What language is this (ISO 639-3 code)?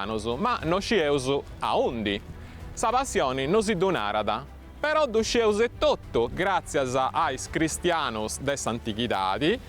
srd